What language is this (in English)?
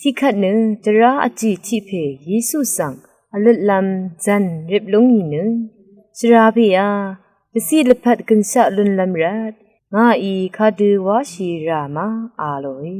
Rawang